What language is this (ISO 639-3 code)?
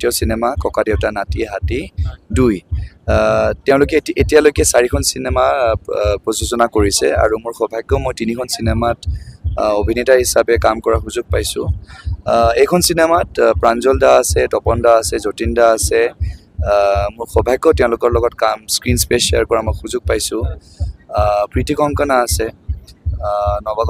asm